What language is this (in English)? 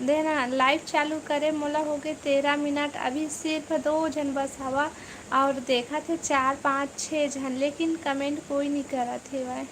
Chhattisgarhi